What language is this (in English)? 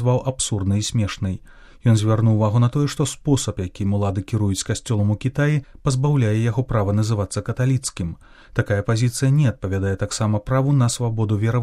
Belarusian